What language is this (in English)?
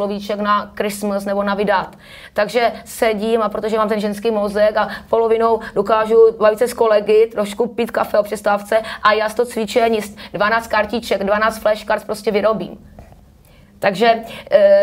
Czech